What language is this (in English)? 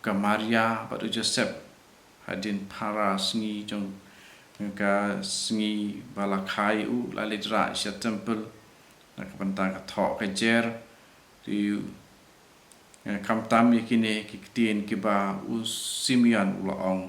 Khasi